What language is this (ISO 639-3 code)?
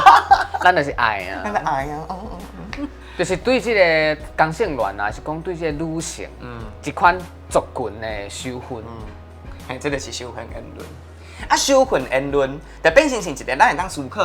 nan